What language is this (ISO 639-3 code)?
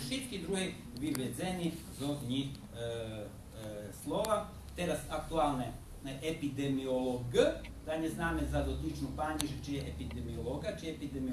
rue